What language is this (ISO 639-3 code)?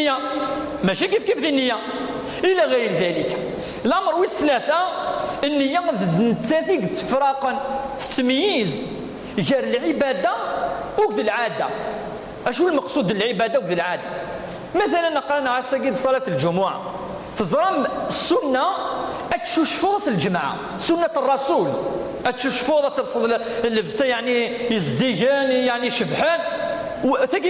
kab